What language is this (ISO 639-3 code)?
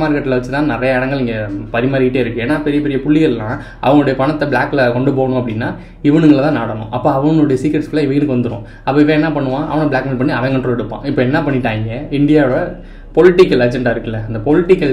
tam